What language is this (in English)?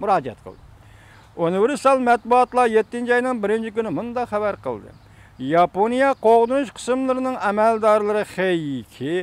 Uyghur